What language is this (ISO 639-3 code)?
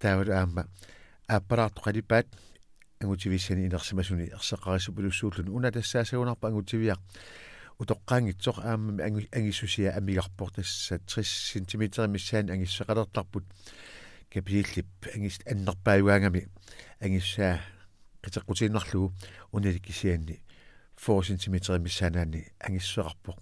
kal